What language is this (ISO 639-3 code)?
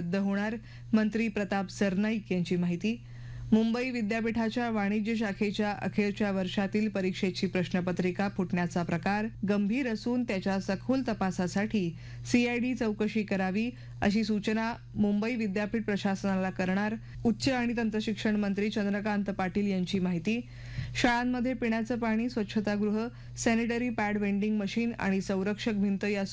mar